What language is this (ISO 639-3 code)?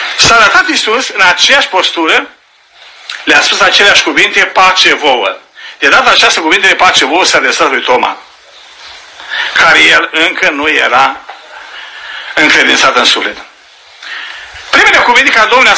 ron